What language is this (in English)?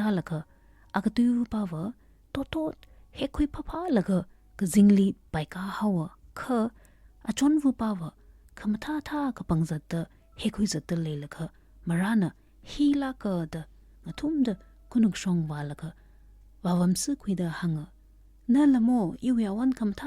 Tangkhul Naga (India)